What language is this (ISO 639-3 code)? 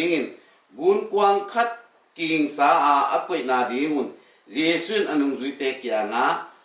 ctd